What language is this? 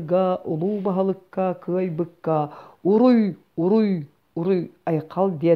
Yakut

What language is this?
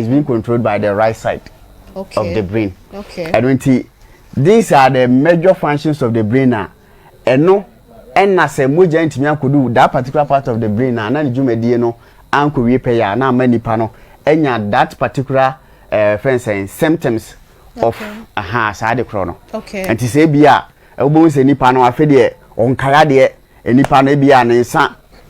Akan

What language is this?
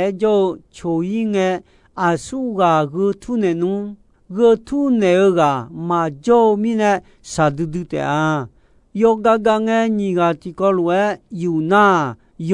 Akha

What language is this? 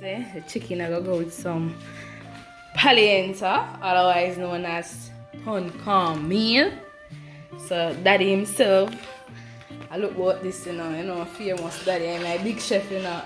Jamaican Creole English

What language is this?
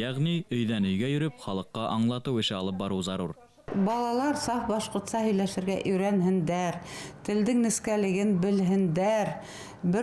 Bashkir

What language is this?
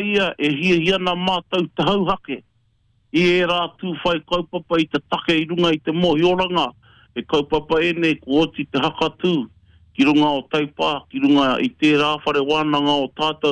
Māori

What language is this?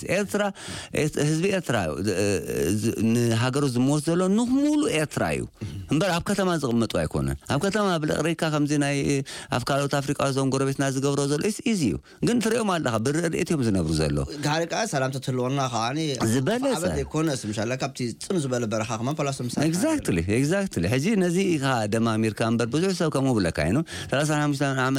Tigrinya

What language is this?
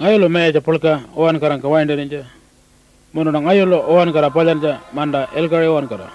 Pitjantjatjara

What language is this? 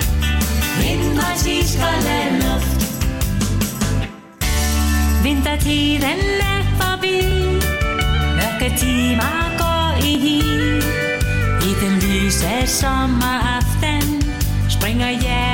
Danish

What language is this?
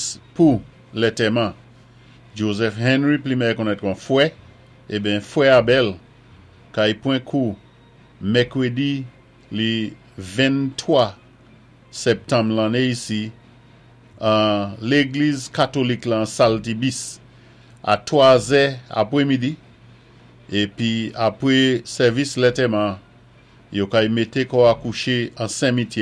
Saint Lucian Creole French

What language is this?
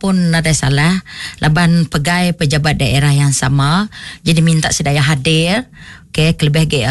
Iban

